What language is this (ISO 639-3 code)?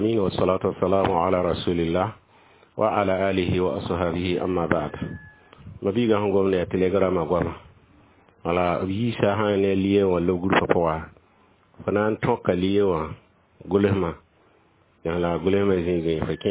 mos